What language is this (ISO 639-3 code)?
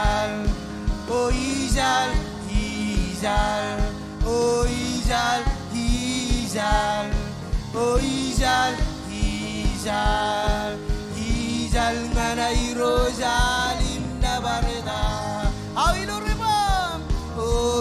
mah